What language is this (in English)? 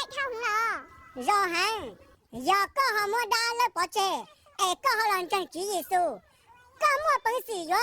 Hmong